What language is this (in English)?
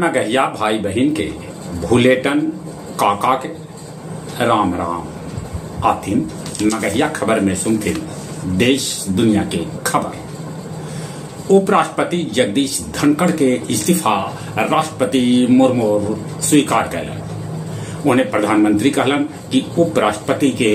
Magahi